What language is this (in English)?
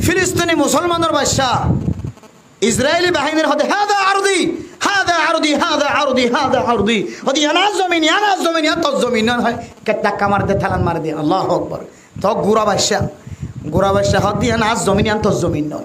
Rohingya